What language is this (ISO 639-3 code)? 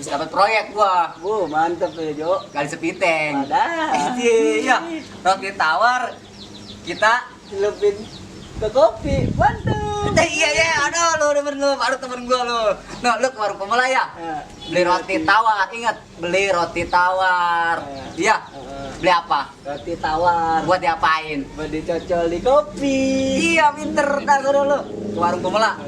bew